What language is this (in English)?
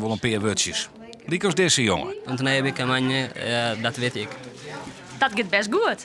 Western Frisian